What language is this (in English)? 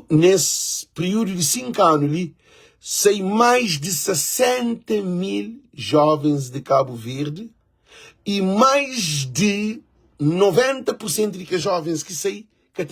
Kabuverdianu